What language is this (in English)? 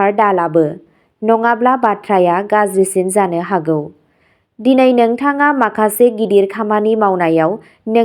Bodo